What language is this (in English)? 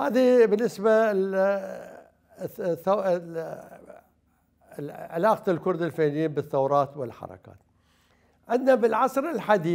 Mesopotamian Arabic